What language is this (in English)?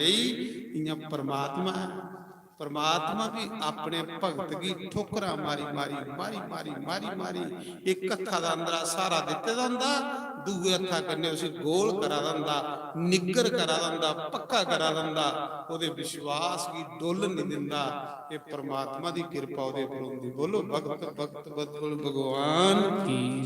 Dogri